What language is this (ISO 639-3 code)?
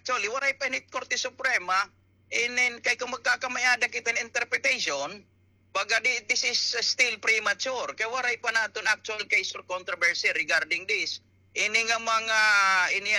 war